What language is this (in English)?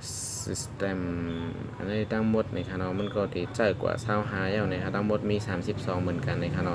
Shan